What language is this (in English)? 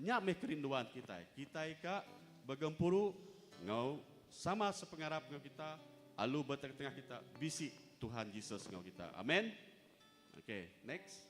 Iban